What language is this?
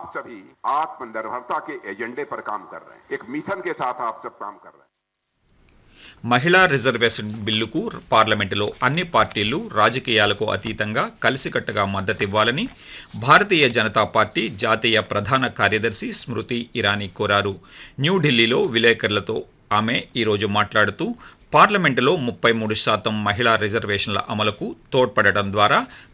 Telugu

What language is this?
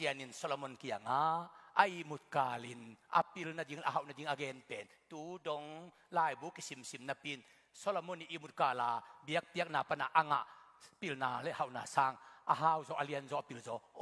Tedim Chin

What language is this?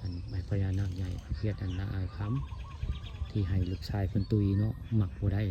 Northeastern Thai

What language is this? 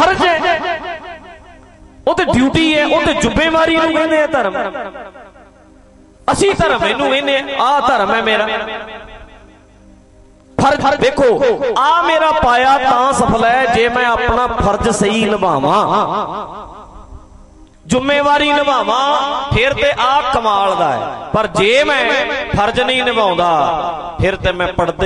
Punjabi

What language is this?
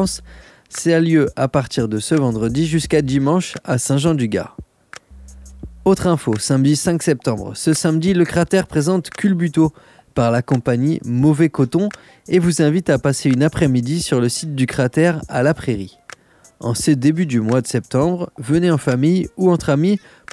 French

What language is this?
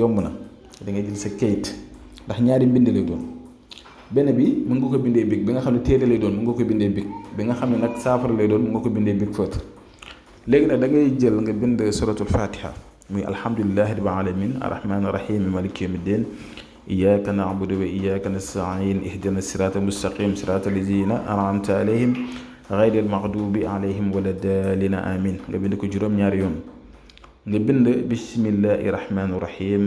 Wolof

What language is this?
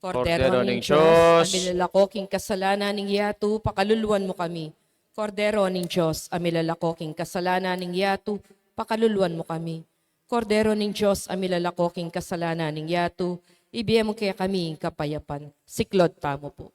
Pampanga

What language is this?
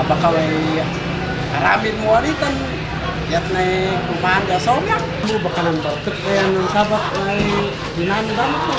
Kankanaey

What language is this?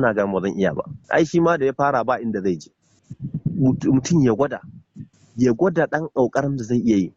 Hausa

